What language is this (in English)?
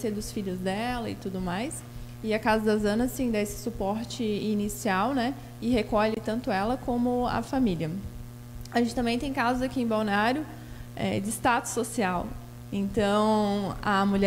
Portuguese